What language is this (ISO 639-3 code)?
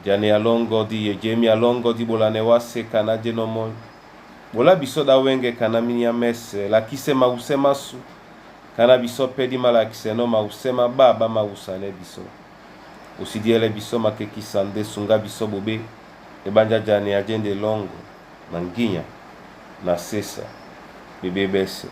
dua